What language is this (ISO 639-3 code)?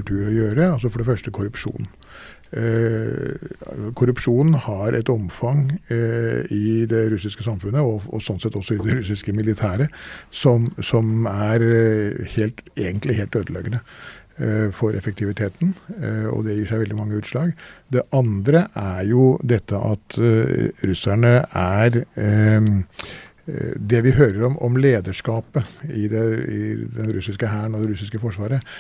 nor